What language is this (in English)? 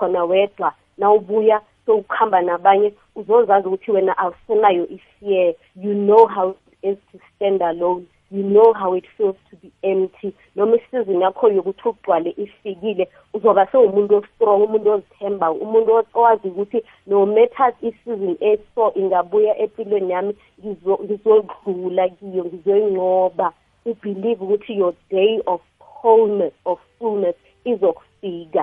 South Ndebele